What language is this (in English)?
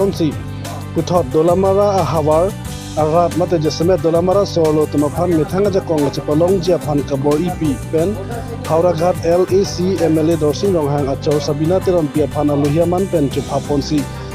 Karbi